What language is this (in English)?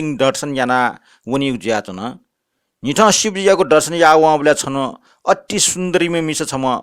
Newari